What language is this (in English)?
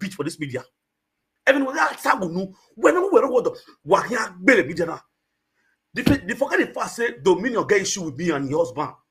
Nigerian Pidgin